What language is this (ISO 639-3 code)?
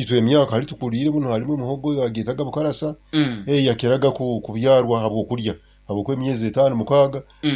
nyn